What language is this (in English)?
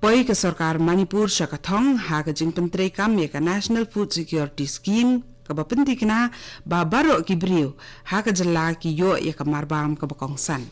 Khasi